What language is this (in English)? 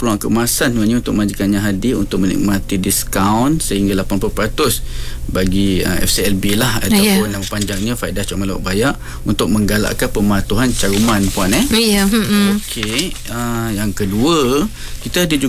Malay